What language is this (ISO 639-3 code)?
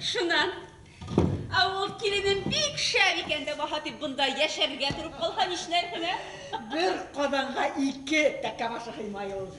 bak